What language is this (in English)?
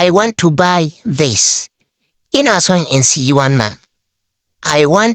Hausa